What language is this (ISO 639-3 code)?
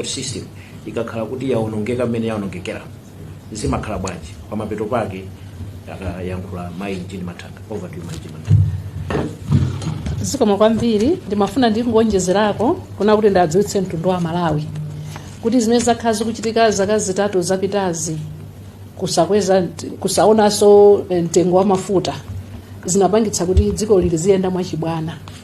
nya